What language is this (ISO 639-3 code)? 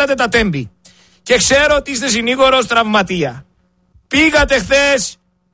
ell